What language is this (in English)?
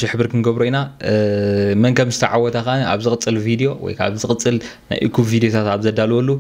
Tigrinya